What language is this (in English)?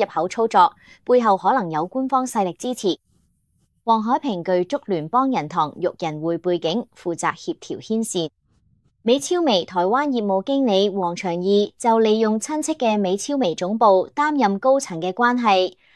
Cantonese